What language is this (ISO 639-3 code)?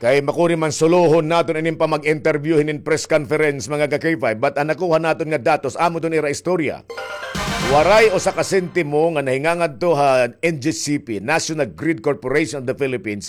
war